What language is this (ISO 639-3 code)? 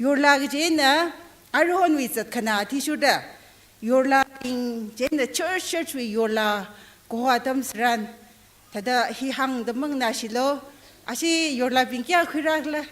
nmf